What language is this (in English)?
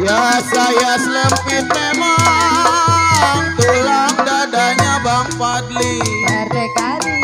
Betawi